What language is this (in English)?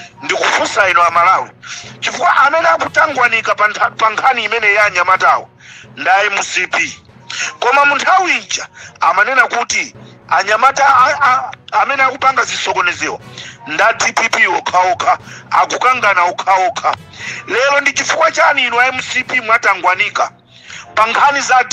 Nyanja